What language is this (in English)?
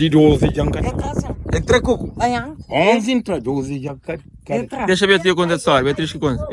Kabuverdianu